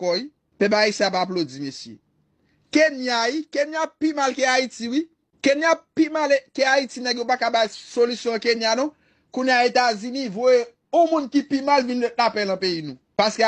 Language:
Haitian Creole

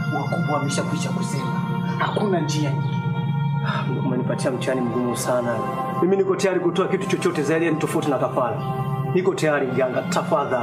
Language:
Swahili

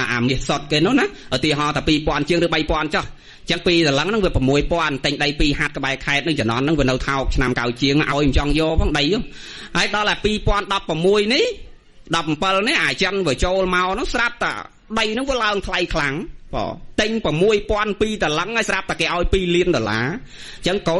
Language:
Khmer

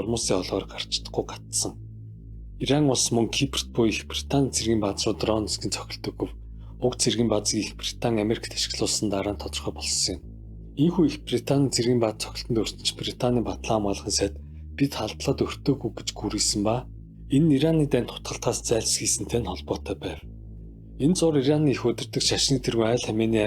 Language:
Mongolian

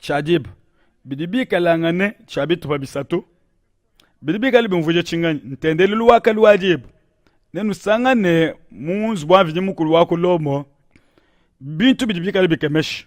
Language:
Luba-Lulua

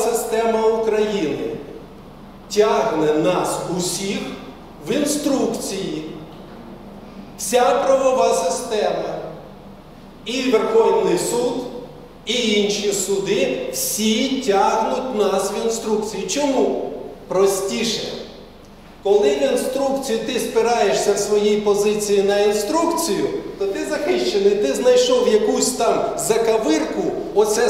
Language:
Ukrainian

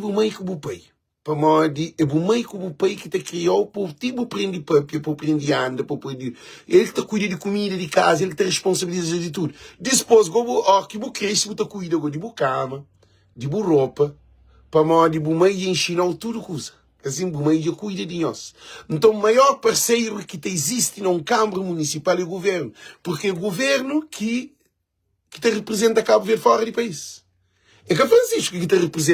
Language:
Kabuverdianu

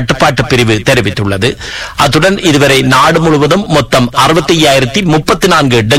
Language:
Tamil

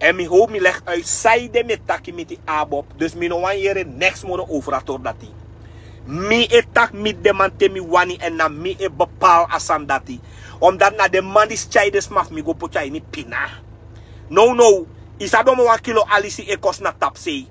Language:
Sranan Tongo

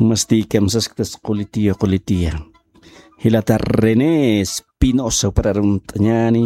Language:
Aymara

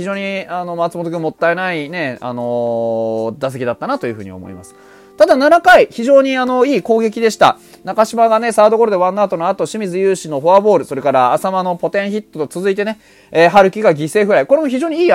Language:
Japanese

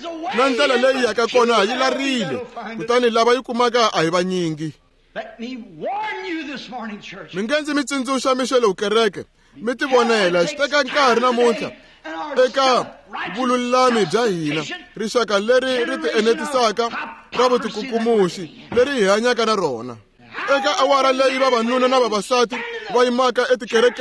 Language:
Tsonga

